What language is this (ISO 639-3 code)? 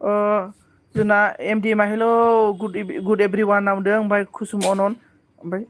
brx